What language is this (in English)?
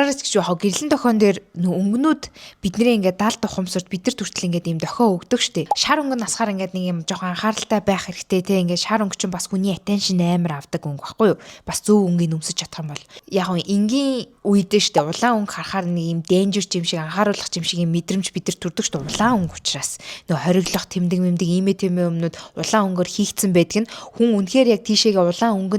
Mongolian